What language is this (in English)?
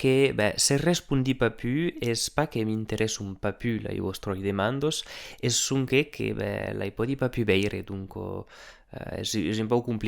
Occitan